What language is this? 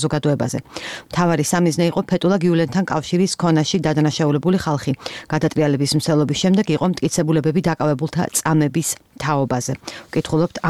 Georgian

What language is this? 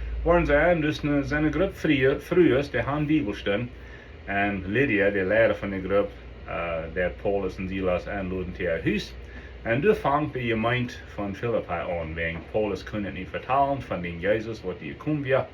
Plautdietsch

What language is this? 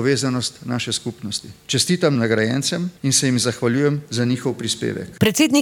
Slovenian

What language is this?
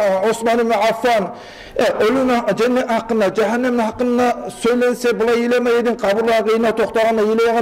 Kumyk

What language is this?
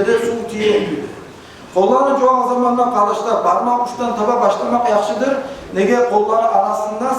Kumyk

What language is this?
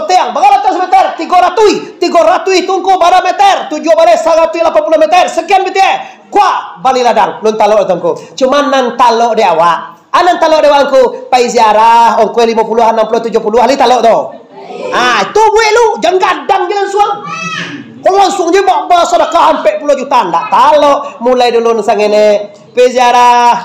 Minangkabau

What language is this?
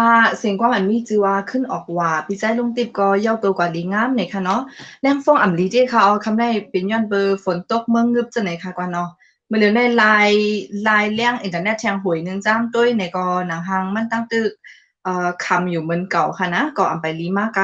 Shan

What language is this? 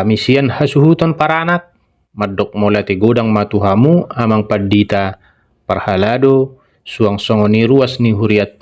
Batak Toba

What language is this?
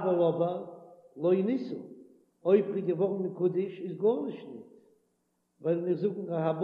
Yiddish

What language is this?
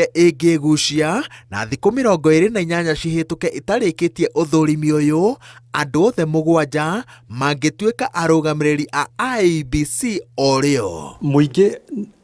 Kikuyu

